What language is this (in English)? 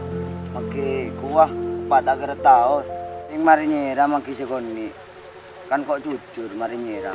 Madurese